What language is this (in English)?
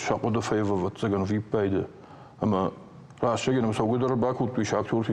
Ossetic